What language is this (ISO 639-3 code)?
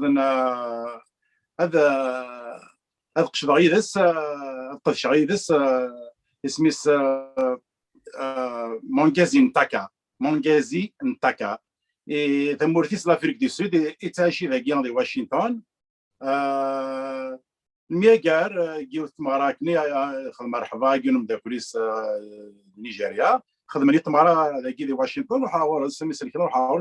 kab